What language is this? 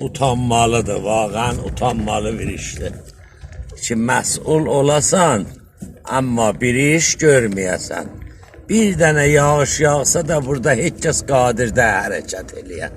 South Azerbaijani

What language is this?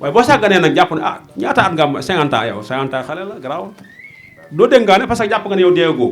Wolof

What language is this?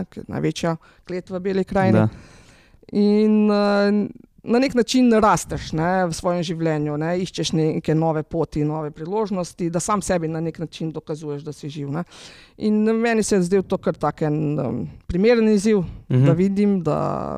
Slovenian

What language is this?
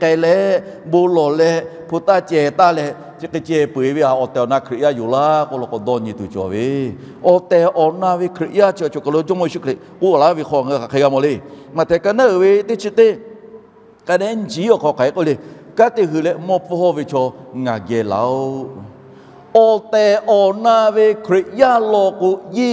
Lahu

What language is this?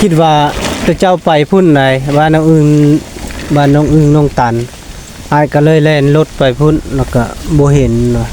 Lao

